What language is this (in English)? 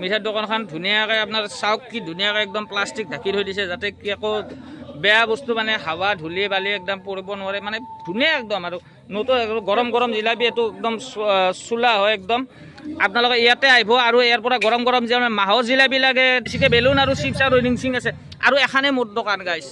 Assamese